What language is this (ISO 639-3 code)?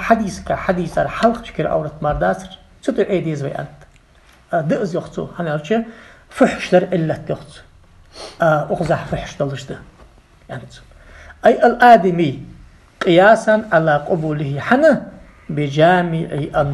inh